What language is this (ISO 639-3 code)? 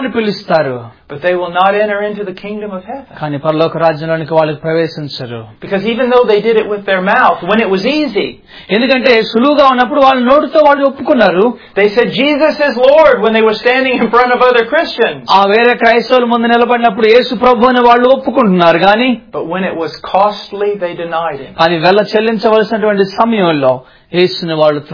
tel